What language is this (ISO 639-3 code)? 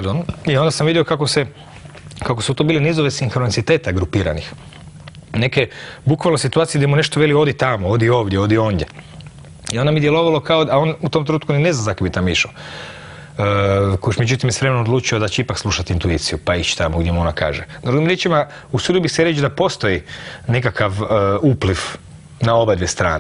hrv